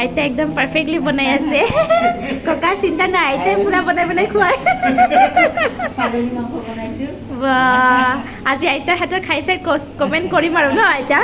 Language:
Assamese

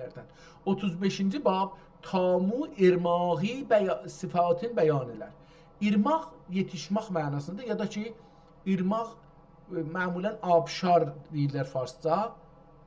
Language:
South Azerbaijani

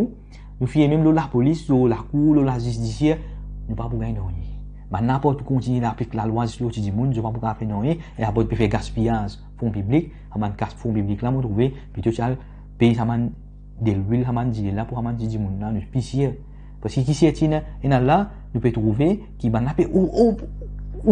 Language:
Morisyen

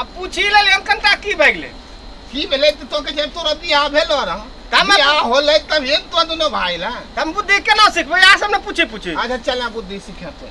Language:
Maithili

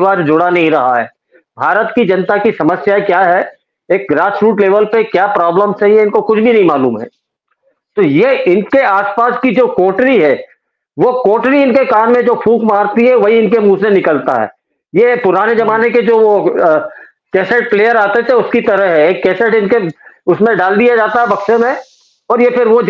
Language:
Hindi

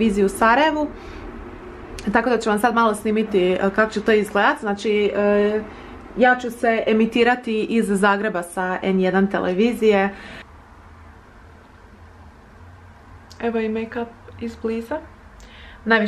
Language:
Croatian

